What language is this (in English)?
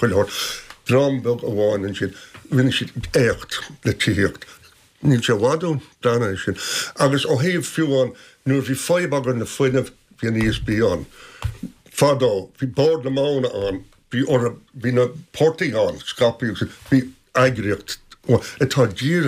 Irish